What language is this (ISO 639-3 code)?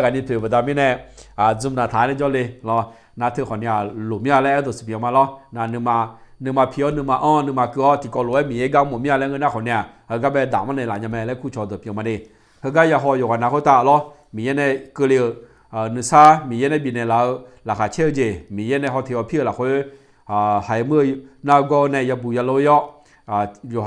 ahk